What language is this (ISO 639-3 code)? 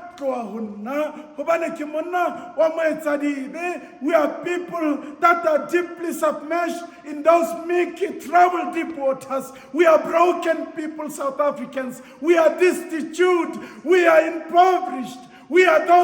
sot